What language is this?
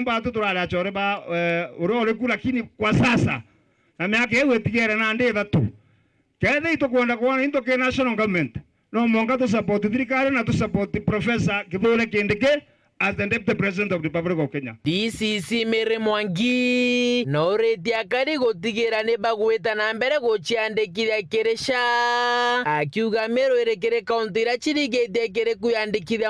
Meru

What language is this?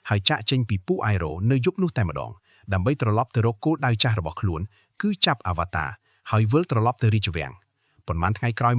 Khmer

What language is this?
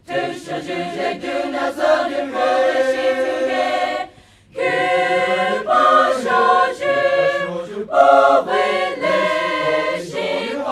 Poumei Naga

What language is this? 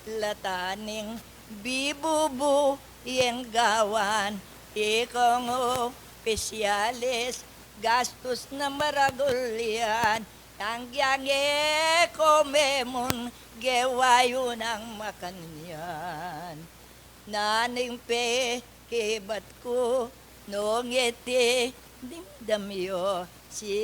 Pampanga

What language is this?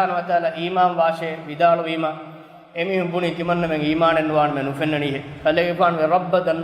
Divehi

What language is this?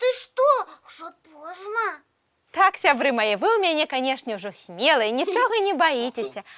Belarusian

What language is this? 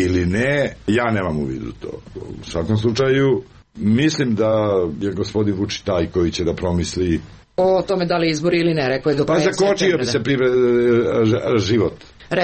Serbian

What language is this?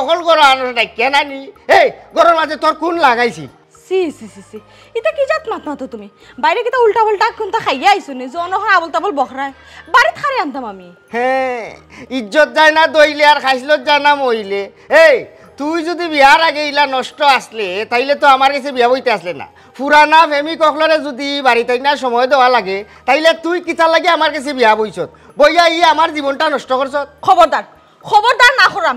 Sylheti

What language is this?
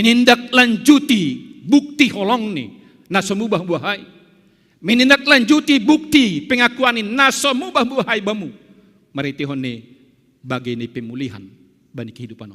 Batak Simalungun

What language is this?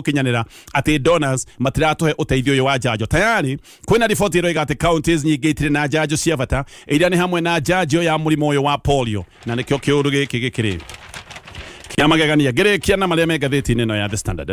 Kikuyu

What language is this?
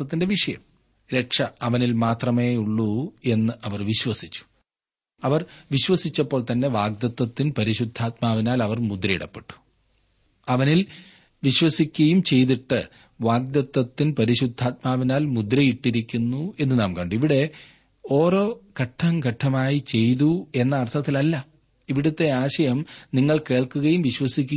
Malayalam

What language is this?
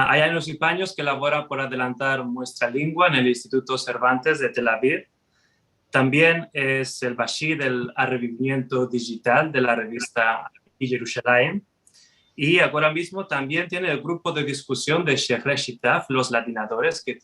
Ladino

